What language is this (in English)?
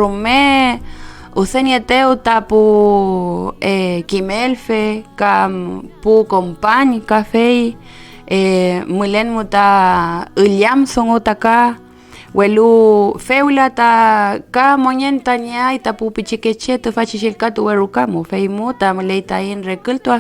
Mapuche